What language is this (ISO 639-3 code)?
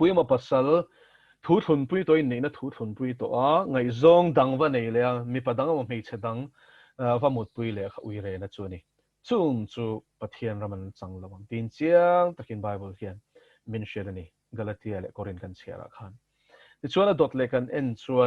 lus